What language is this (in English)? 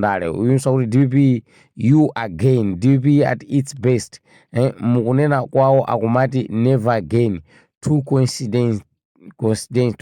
Nyanja